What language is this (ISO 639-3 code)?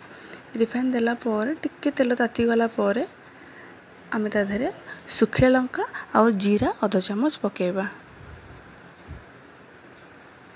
ori